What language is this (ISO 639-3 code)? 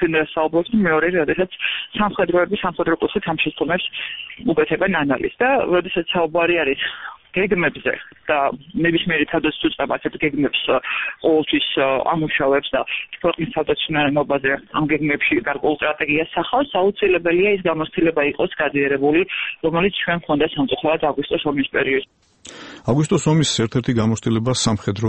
kat